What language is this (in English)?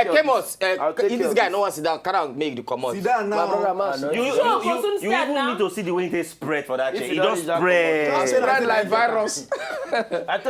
Nigerian Pidgin